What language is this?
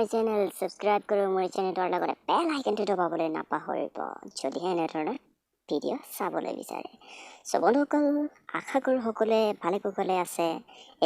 Assamese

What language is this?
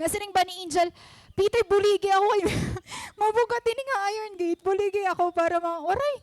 Waray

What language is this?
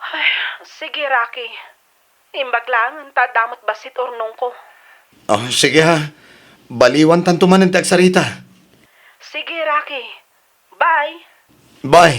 Iloko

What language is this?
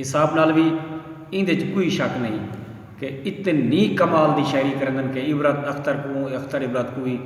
Saraiki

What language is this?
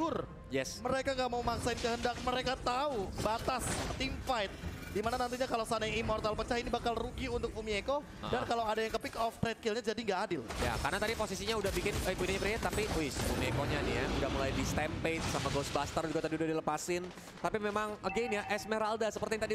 Indonesian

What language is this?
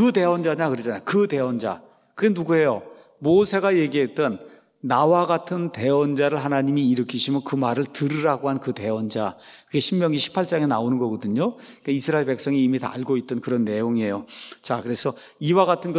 Korean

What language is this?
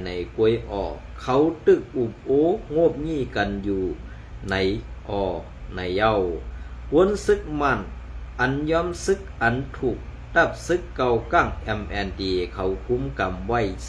Shan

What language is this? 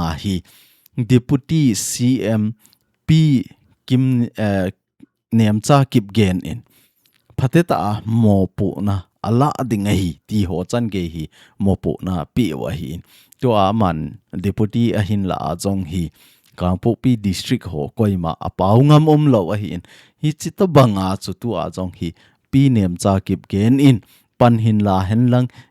Thado Chin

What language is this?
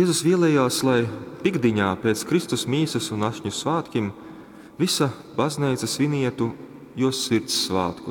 Latgalian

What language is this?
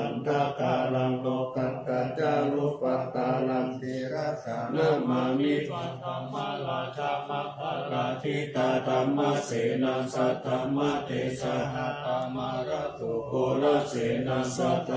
Pali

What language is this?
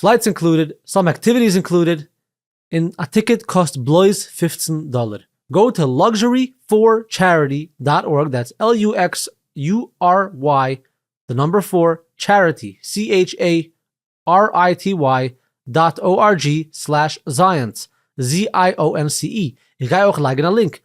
Yiddish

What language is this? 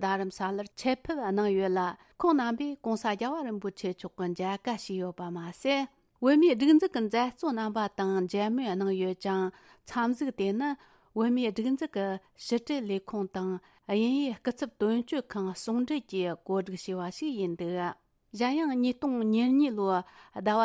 Tibetan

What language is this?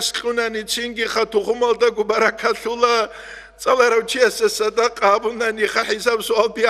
Avaric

